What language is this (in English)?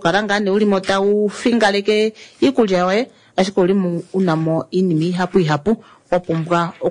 Kuanyama